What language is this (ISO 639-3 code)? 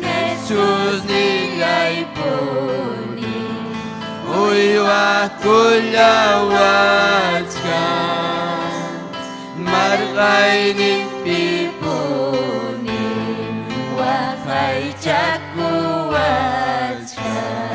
quy